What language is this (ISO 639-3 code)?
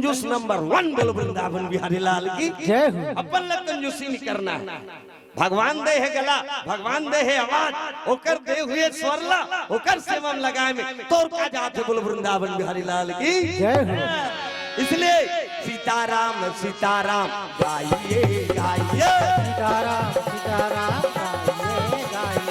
hne